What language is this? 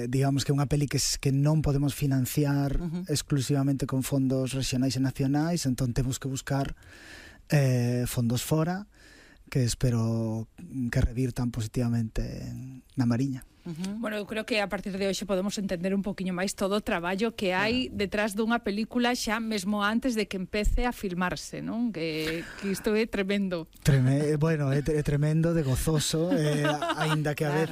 Galician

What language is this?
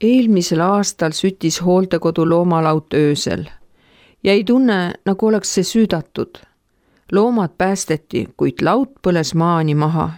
Estonian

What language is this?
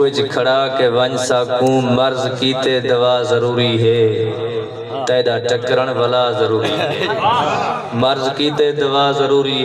Saraiki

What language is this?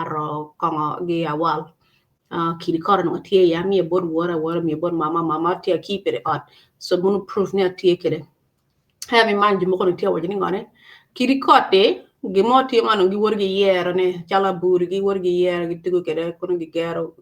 Acoli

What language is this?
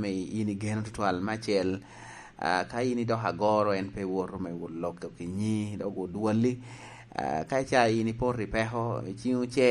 Lango (Uganda)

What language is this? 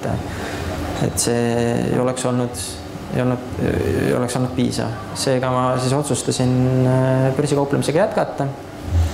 Estonian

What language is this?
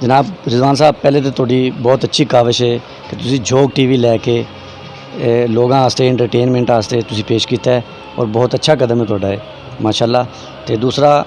Western Panjabi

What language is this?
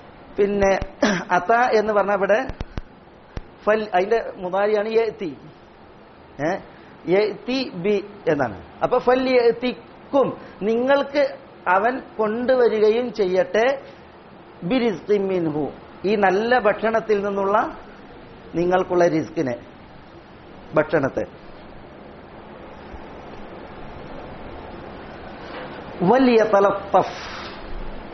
Malayalam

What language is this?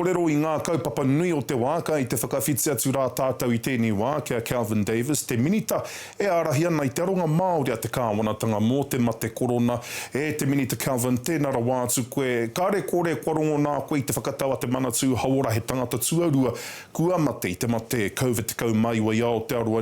Māori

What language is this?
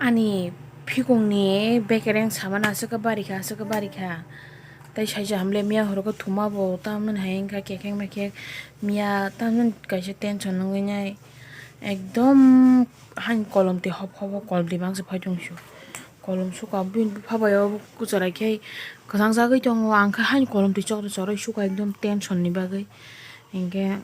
Kok Borok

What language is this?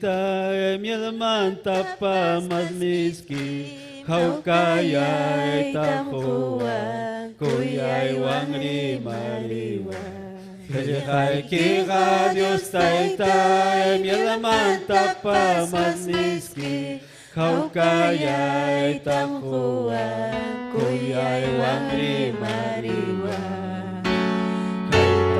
Ayacucho Quechua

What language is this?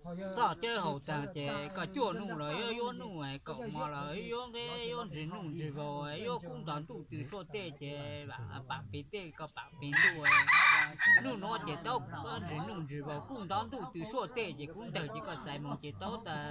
Hmong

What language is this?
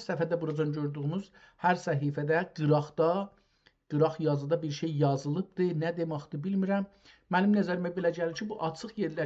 South Azerbaijani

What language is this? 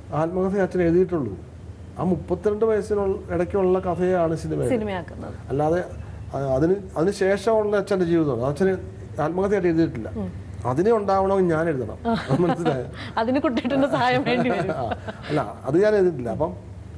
Malayalam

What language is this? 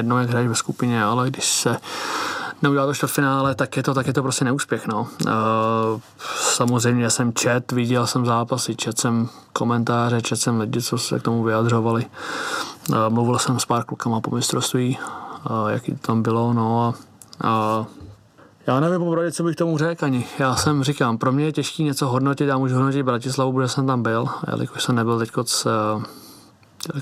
Czech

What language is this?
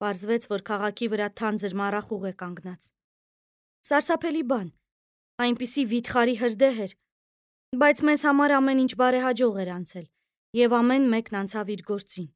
Armenian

